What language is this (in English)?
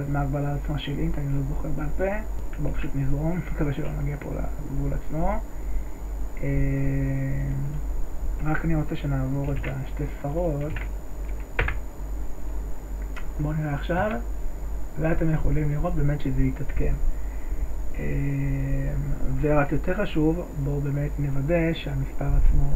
Hebrew